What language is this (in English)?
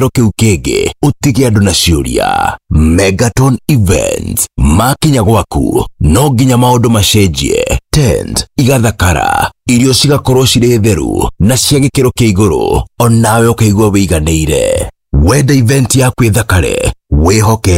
Kikuyu